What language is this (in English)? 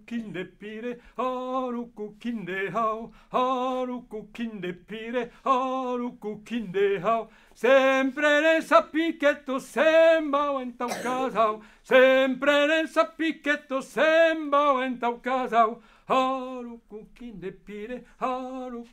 Occitan